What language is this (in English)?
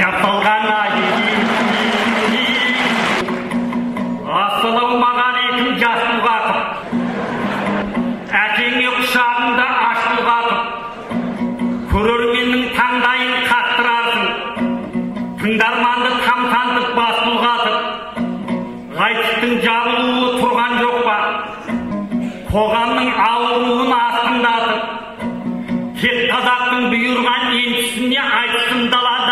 Kazakh